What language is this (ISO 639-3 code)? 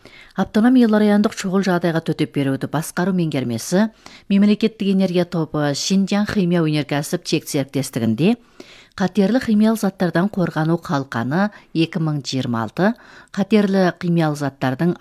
kaz